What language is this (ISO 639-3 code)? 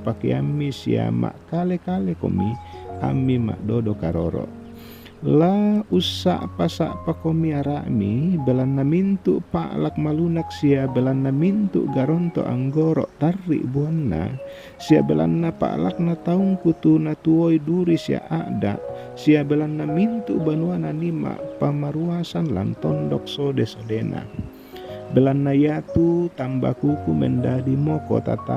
sda